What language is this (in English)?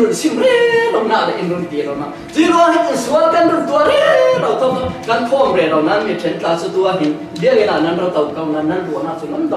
Falam Chin